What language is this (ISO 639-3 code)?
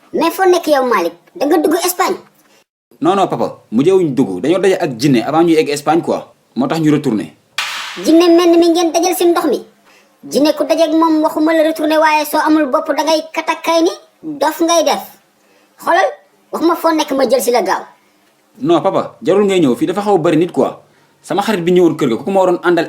wol